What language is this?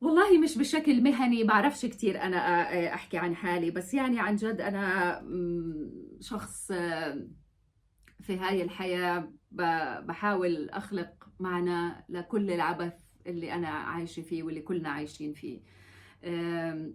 North Levantine Arabic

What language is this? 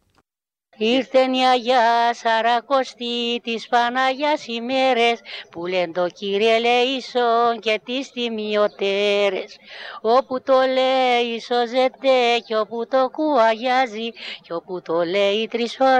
Greek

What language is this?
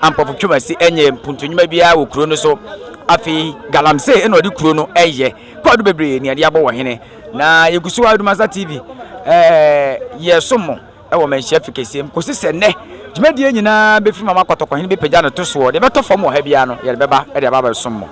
Akan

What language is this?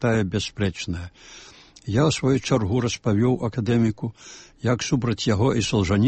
Belarusian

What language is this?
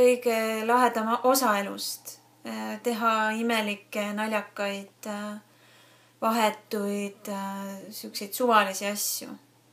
Estonian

